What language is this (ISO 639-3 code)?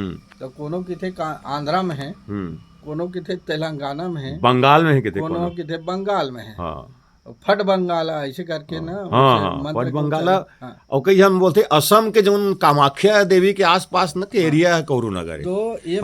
hne